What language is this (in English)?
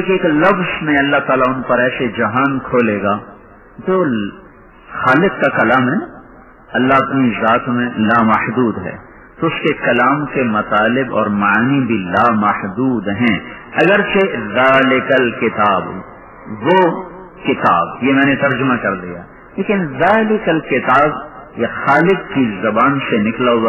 Urdu